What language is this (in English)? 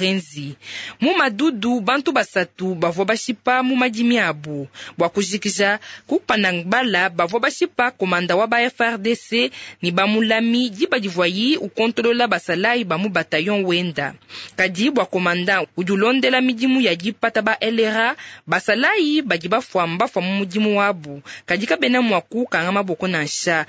Luba-Lulua